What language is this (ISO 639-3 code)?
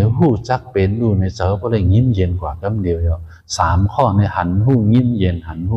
shn